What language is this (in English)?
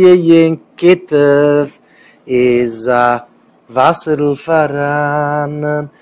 Yiddish